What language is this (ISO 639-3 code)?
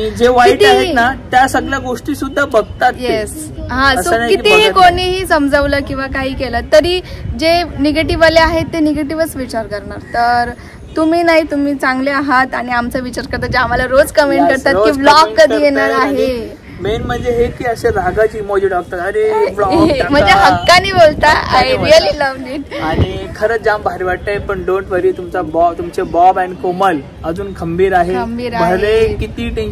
mar